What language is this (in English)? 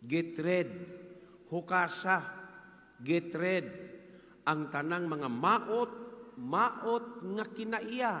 Cebuano